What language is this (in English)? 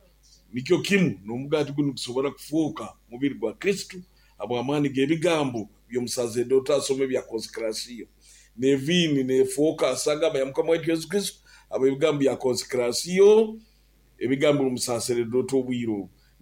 Nyoro